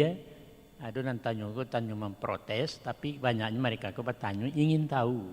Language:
Minangkabau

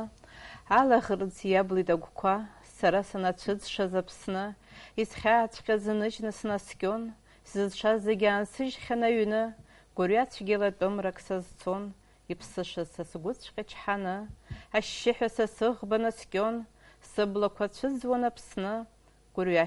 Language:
Abkhazian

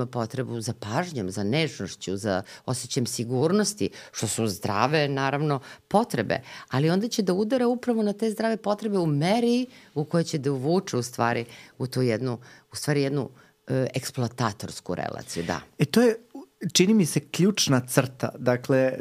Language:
Serbian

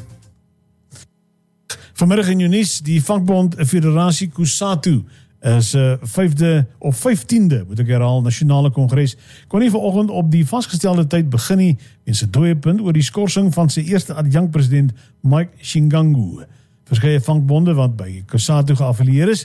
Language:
Afrikaans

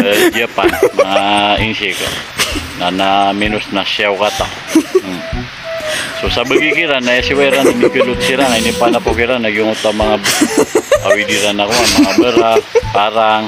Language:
Maranao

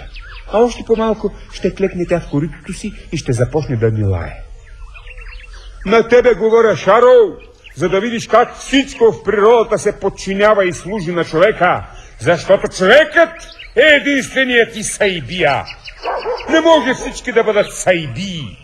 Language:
Bulgarian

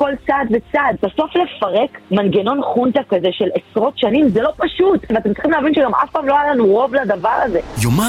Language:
Hebrew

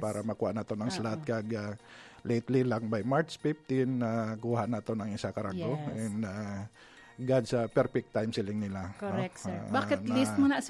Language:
Hiligaynon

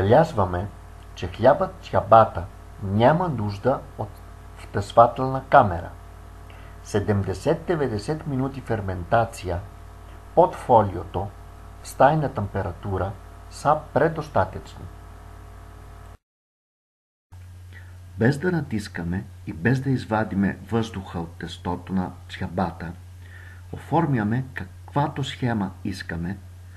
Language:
Bulgarian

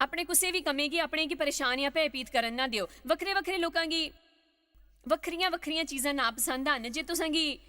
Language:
Dogri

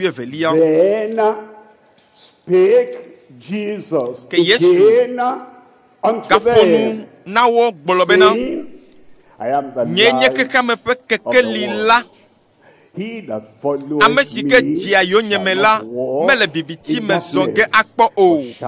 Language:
Ewe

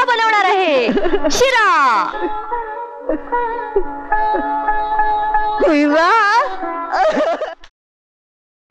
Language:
Marathi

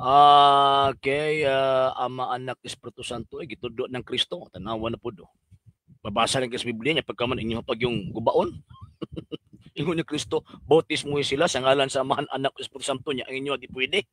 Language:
Cebuano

